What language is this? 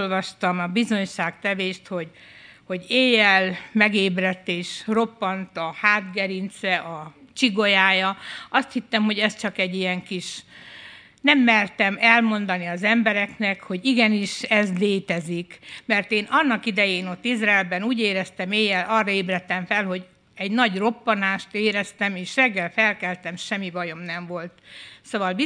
Hungarian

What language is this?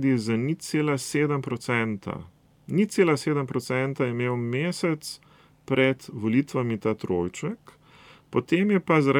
Slovenian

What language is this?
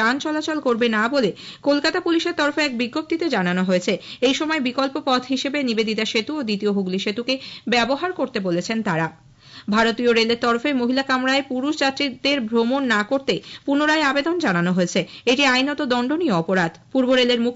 Bangla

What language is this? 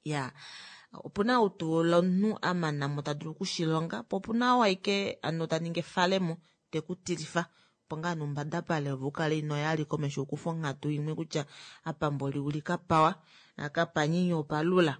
Kuanyama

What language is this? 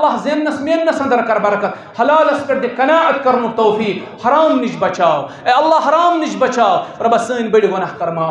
Kashmiri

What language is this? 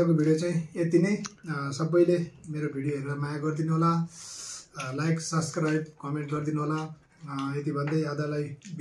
Nepali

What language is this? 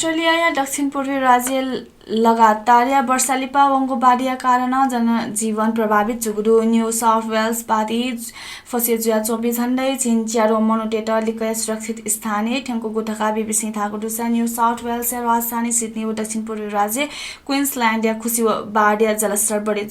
Newari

